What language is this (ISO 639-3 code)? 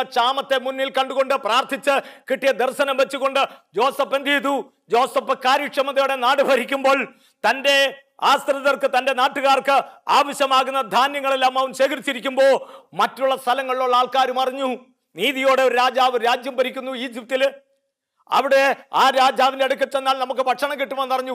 mal